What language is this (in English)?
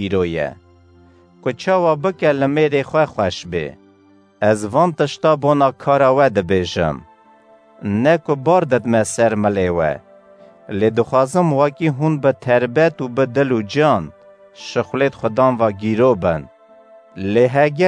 Kurdish